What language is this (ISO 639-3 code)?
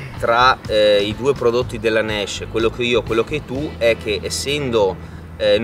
ita